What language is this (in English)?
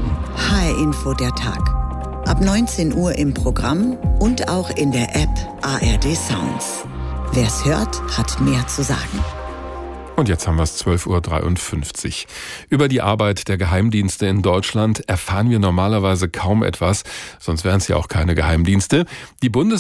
German